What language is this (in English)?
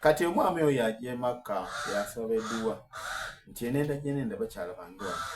Soga